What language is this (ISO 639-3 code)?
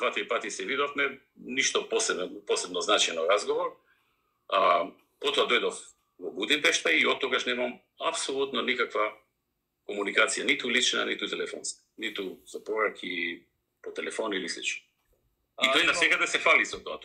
mkd